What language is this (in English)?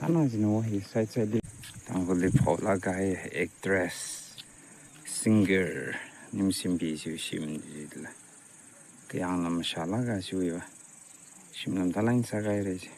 Tangkhul Naga (India)